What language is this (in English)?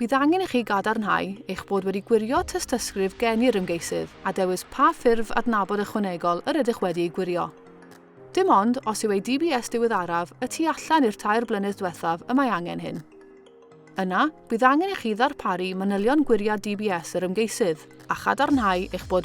Welsh